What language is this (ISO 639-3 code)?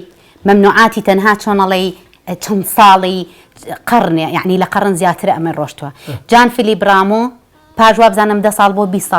ckb